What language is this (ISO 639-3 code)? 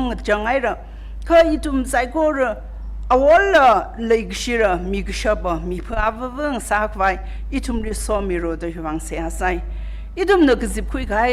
nmf